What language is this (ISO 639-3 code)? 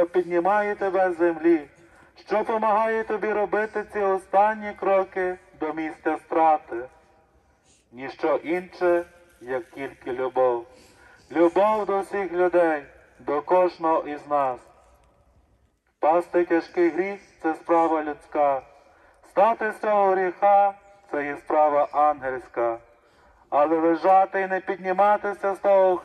ukr